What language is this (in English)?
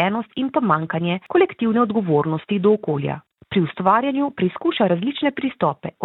Slovenian